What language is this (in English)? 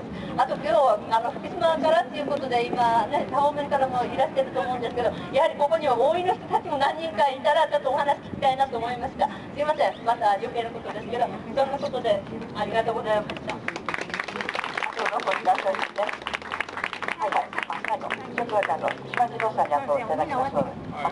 Japanese